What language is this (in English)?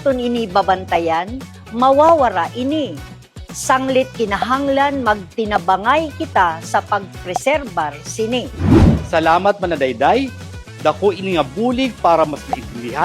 Waray